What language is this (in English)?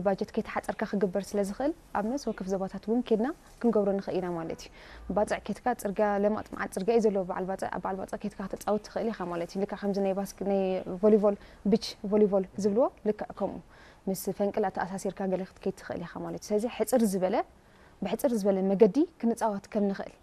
Tigrinya